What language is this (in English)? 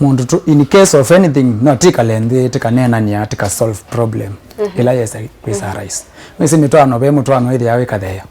Kamba